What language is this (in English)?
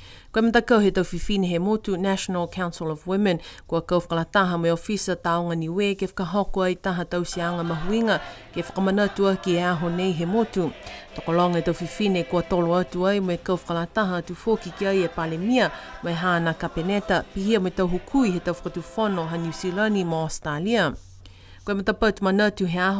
Niuean